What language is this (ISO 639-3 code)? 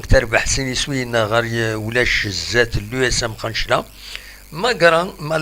kab